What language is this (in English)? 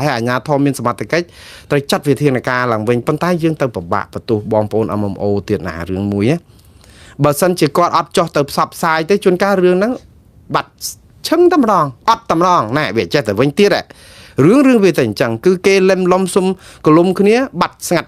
Khmer